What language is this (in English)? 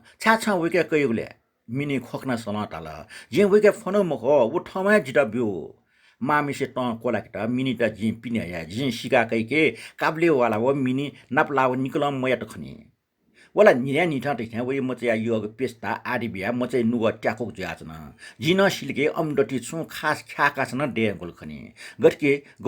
Newari